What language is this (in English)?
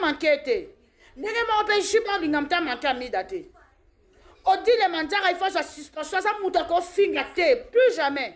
Lingala